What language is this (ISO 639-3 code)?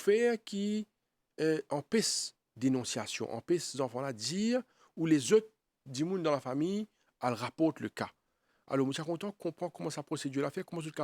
mfe